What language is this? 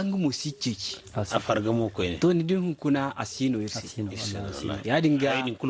Zarma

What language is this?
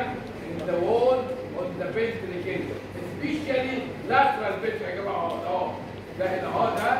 Egyptian Arabic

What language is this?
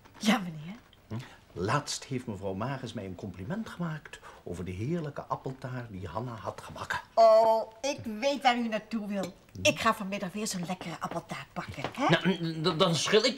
Dutch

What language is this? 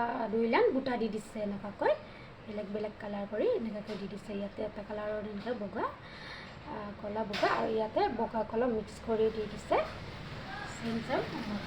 Assamese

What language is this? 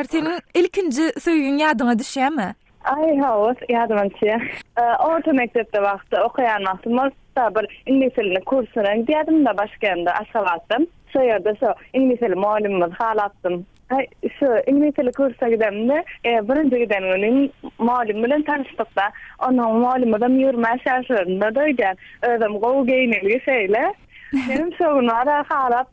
Turkmen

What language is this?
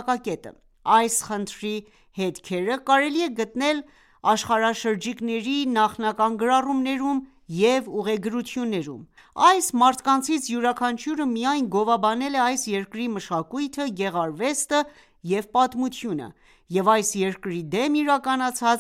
Armenian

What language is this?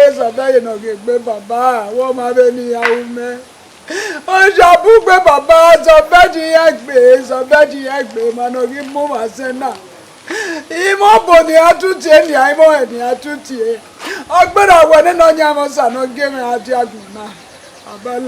Bini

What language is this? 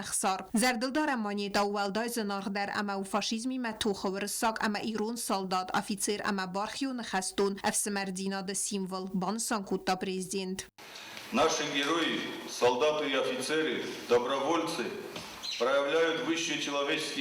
Ossetic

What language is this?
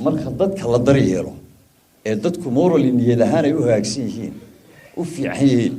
Somali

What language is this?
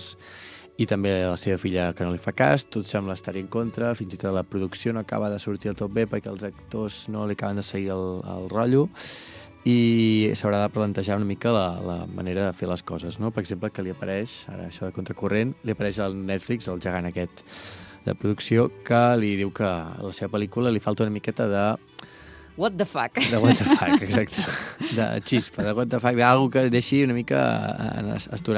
Catalan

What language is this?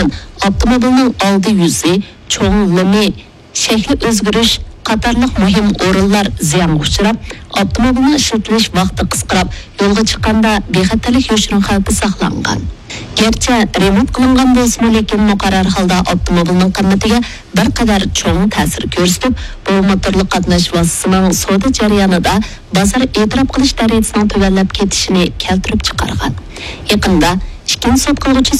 Uyghur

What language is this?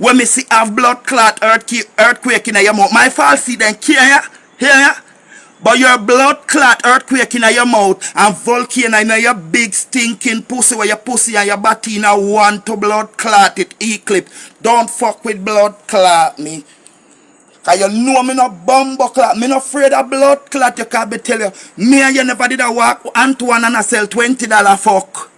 Jamaican Creole English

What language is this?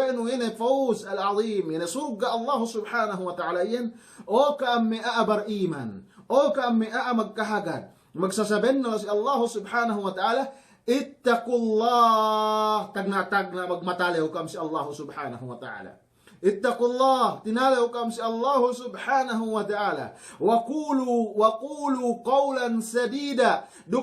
Yakan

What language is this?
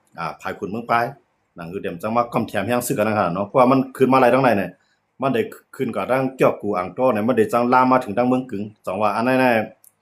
Shan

